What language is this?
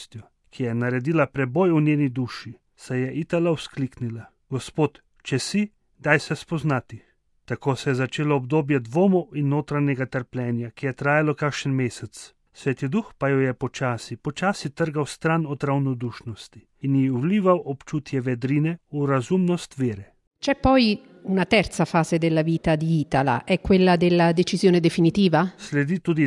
Slovenian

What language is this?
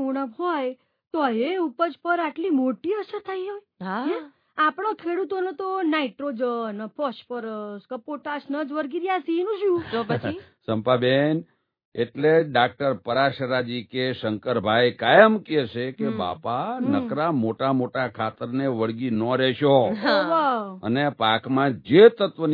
Gujarati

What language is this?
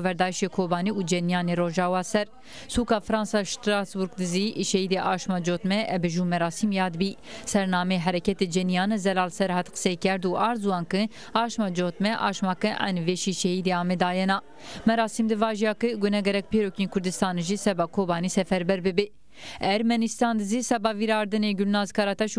Zaza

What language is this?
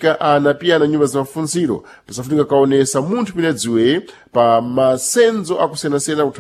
Sena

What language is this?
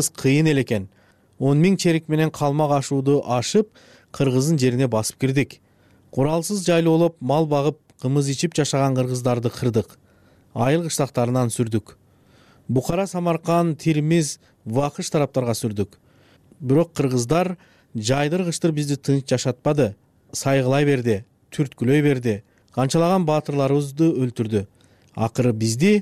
Kyrgyz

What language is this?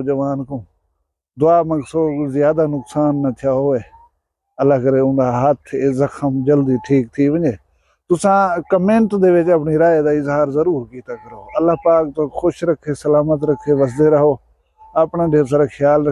Saraiki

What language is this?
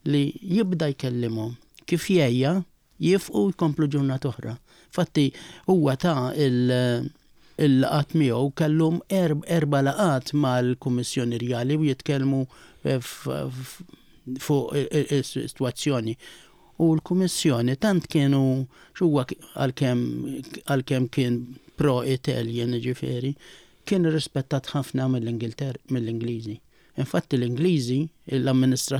Maltese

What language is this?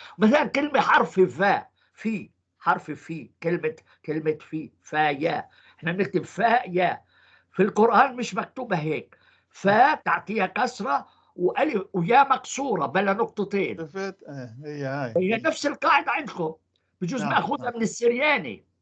North Levantine Arabic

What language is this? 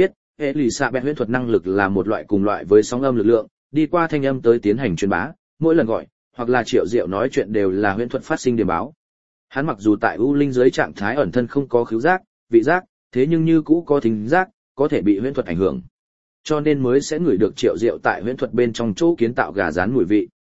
Vietnamese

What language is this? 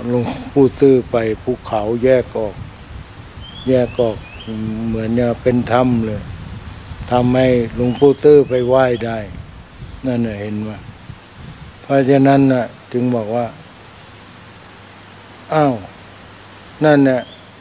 Thai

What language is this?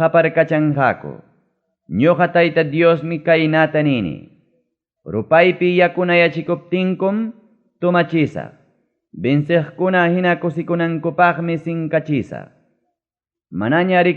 Ayacucho Quechua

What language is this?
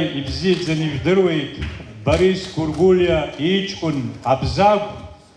Abkhazian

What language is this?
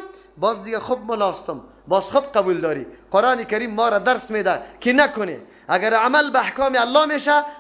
Persian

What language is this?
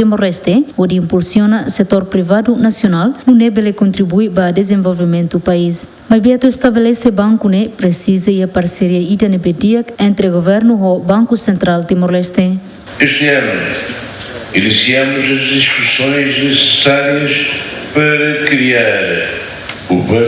Tetum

